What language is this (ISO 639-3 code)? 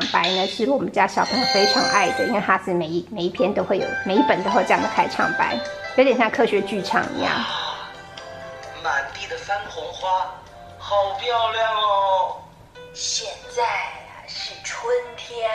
zho